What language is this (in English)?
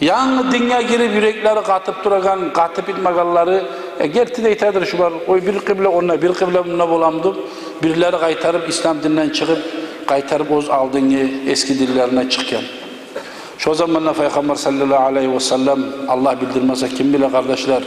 Kumyk